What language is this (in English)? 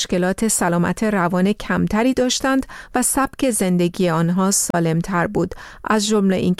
Persian